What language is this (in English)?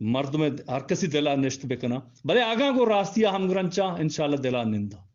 Eastern Balochi